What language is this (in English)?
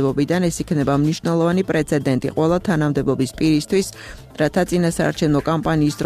Georgian